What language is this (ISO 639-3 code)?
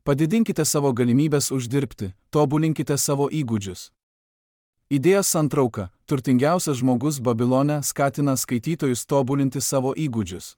lit